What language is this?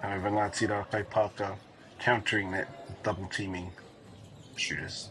Māori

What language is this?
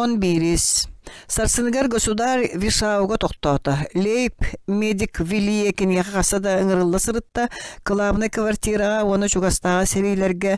Yakut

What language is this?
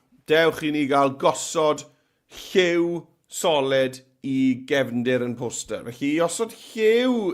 Welsh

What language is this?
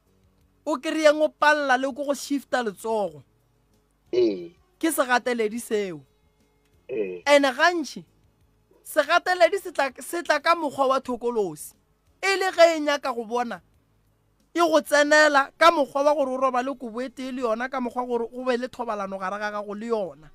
Northern Sotho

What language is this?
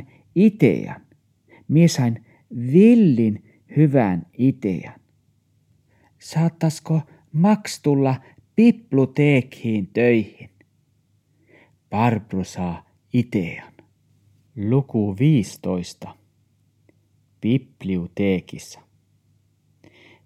Tornedalen Finnish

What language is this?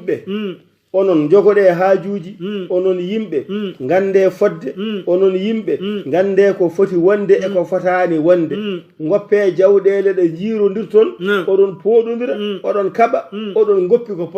Fula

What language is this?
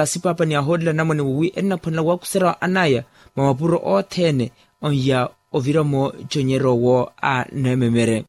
Makhuwa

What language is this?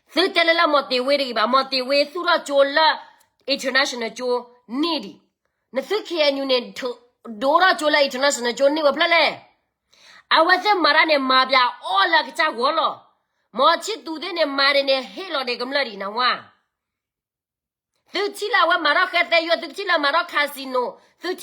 S'gaw Karen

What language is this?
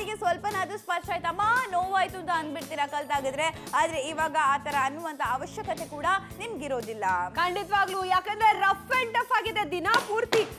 Kannada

